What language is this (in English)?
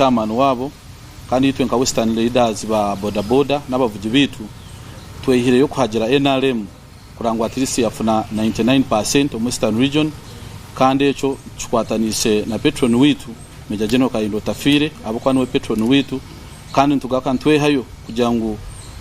Nyankole